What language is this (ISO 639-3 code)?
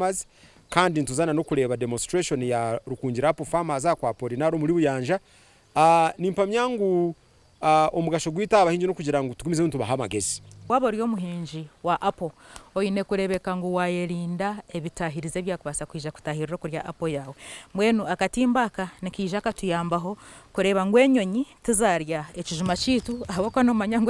nyn